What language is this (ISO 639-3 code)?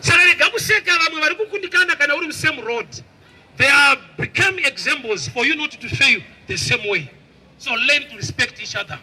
sna